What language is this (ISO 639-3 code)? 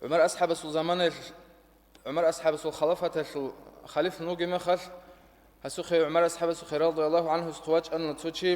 ava